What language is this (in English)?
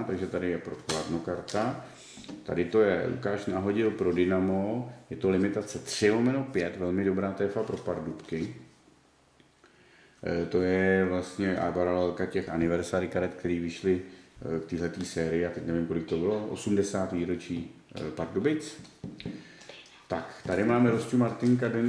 Czech